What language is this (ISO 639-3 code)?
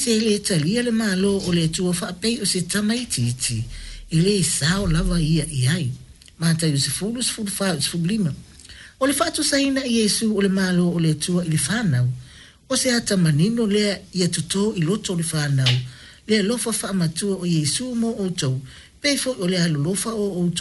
smo